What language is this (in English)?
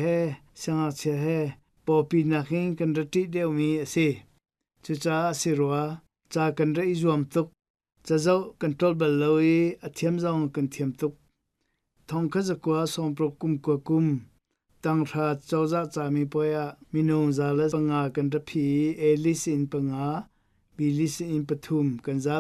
Hakha Chin